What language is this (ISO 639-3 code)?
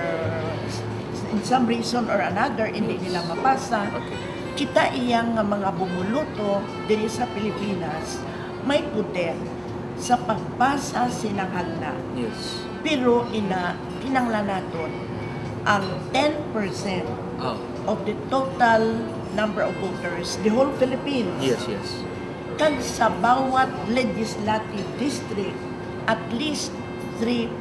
hil